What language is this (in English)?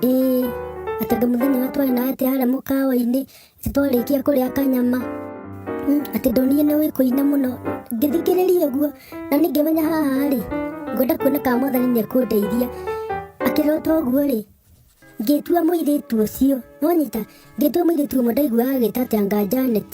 Kikuyu